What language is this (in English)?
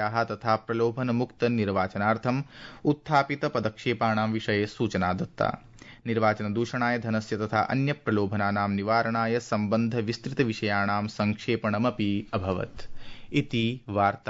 Sanskrit